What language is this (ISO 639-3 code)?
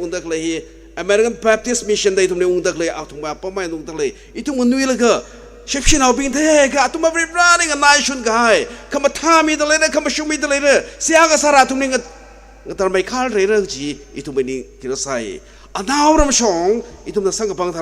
nmf